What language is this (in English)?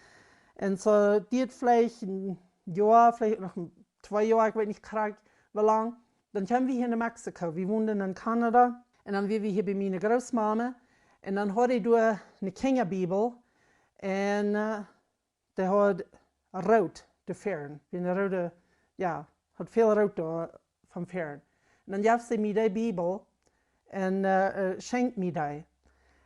Plautdietsch